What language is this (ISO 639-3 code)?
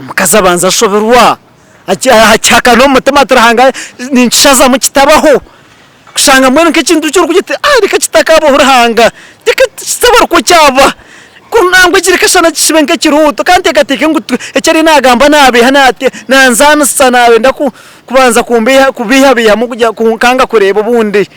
nyn